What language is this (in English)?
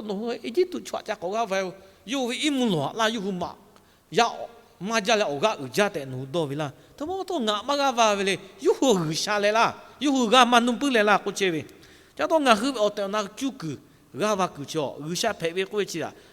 Lahu